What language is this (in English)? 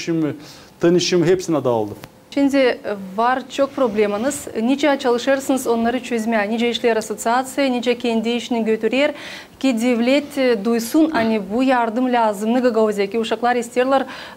Gagauz